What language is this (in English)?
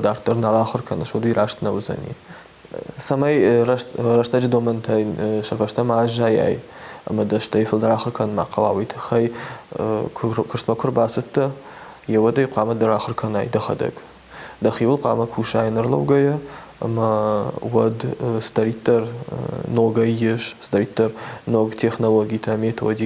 Ossetic